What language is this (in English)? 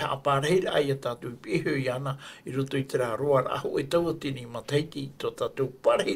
Tahitian